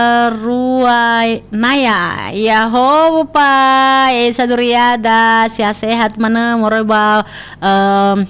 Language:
Nias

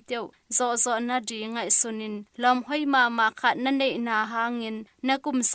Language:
Tedim Chin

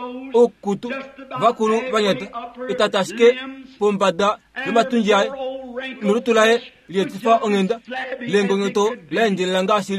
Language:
Kuanyama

